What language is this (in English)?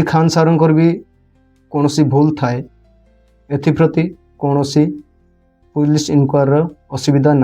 Odia